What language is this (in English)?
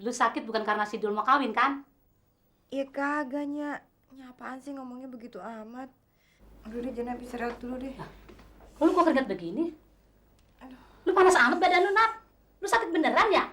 Betawi